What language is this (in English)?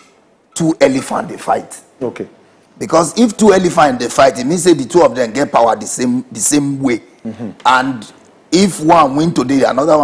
Nigerian Pidgin